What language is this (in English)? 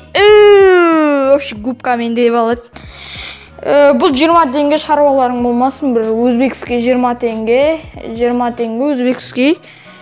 Kazakh